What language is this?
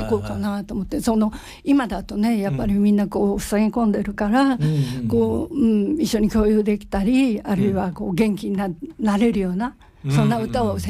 Japanese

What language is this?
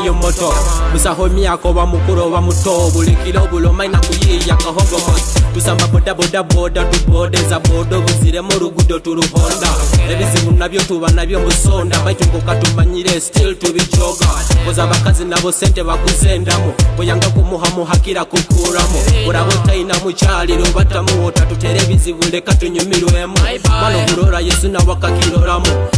Nyoro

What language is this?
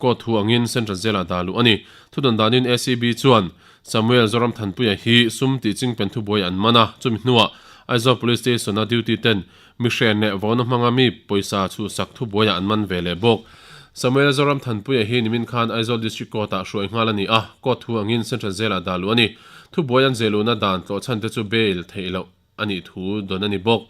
Mizo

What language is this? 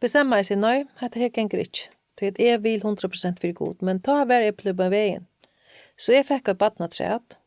Faroese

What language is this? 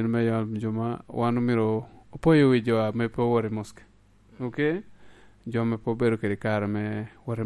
Lango (Uganda)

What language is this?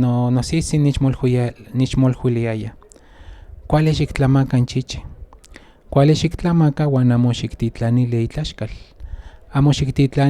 Central Nahuatl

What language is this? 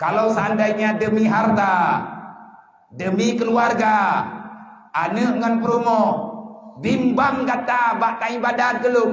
Achinese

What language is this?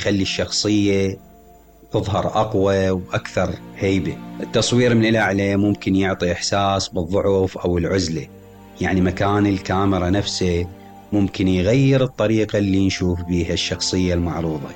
Mesopotamian Arabic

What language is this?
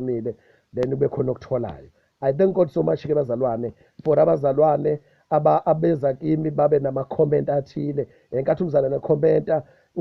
Zulu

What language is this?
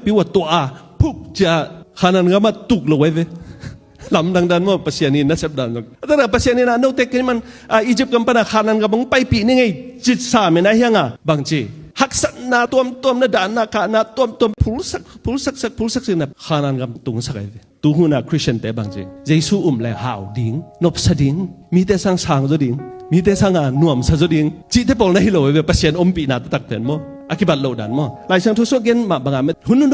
Tedim Chin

